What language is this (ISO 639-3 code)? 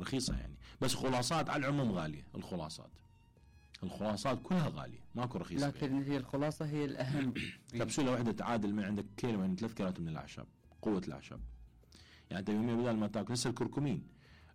acm